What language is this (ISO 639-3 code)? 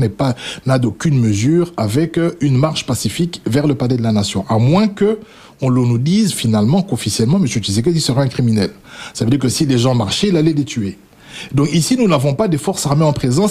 fra